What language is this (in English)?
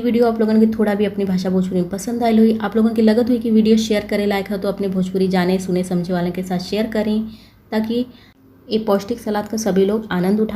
Bhojpuri